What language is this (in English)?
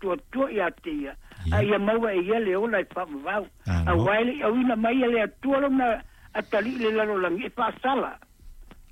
Samoan